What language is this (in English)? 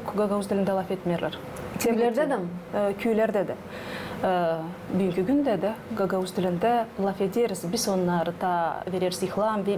Gagauz